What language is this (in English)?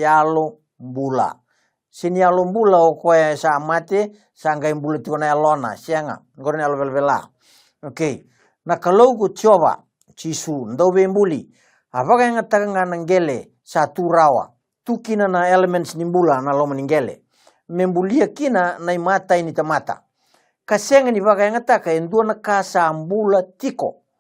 Fijian